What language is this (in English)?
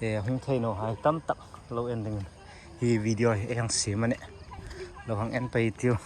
Hmar